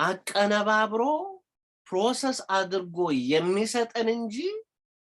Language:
Amharic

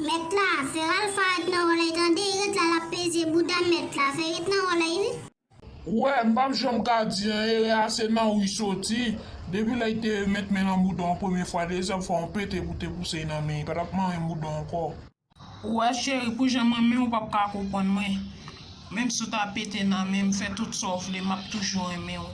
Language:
Haitian Creole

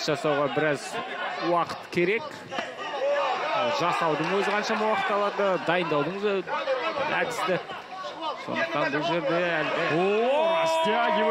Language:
Kazakh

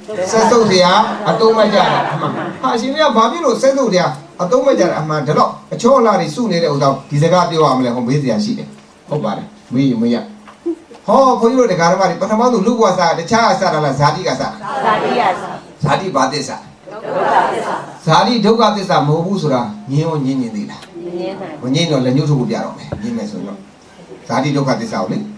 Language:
Burmese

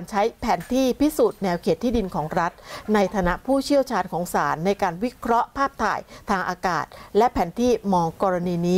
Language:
Thai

